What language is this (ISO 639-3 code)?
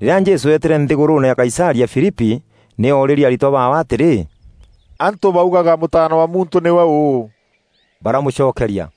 mer